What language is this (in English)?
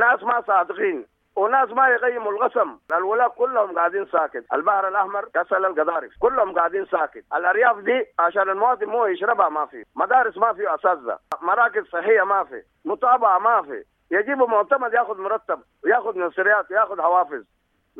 Sudanese Arabic